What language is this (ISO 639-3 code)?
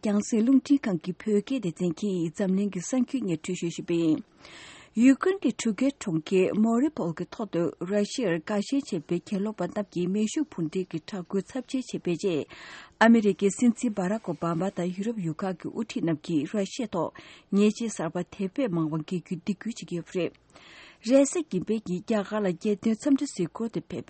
bod